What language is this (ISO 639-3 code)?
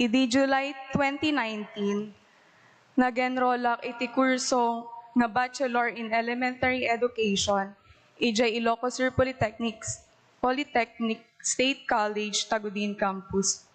ilo